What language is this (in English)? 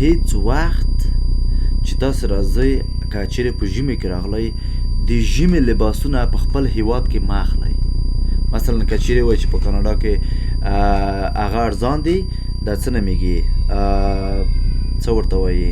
Pashto